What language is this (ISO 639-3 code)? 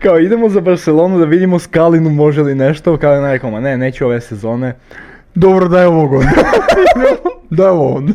srp